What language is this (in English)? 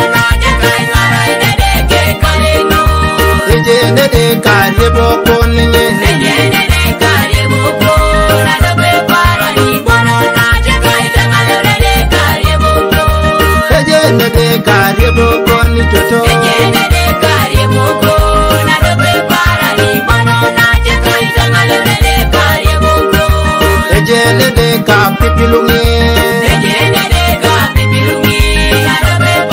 Teso